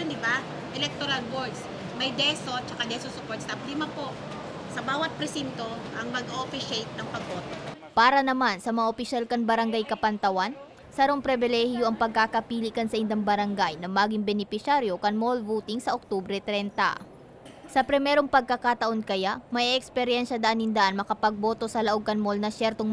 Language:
Bikol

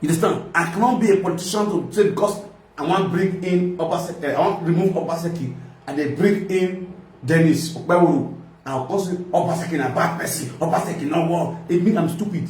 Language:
Nigerian Pidgin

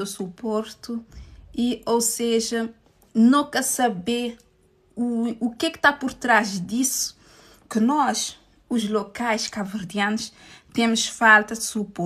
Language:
Kabuverdianu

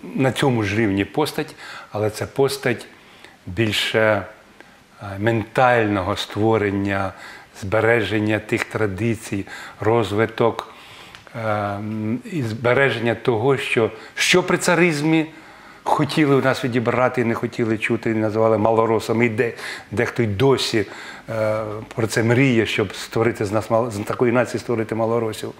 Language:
Ukrainian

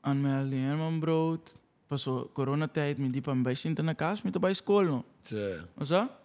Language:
Papiamento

